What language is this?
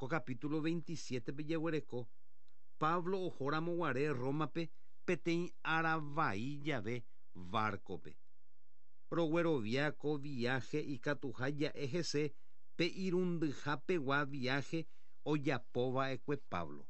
Guarani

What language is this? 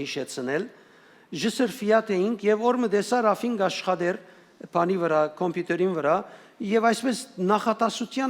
Western Armenian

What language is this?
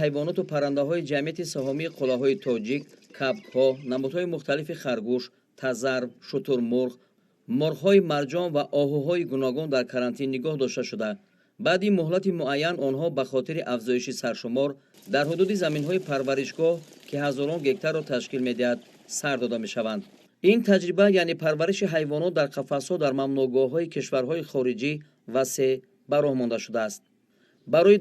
Tajik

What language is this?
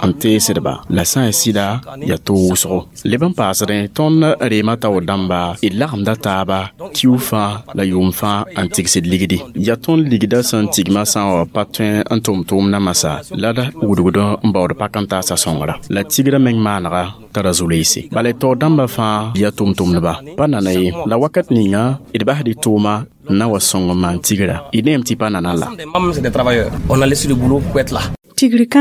Mossi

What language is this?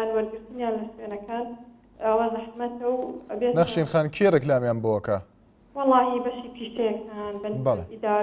Central Kurdish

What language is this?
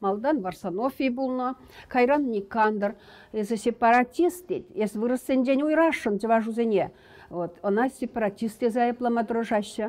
Chuvash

